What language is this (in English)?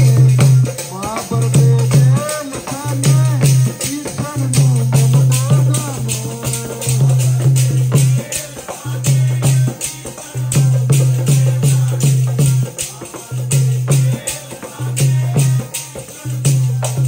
Punjabi